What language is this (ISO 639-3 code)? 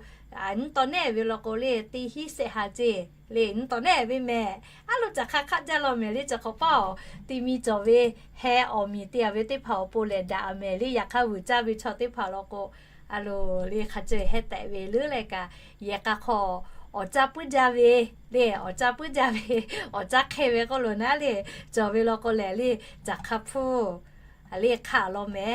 lhu